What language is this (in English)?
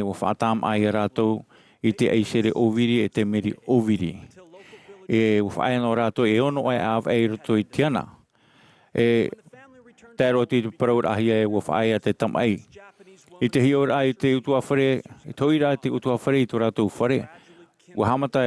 Tahitian